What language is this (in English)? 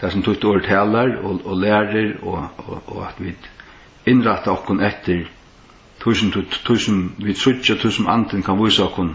Faroese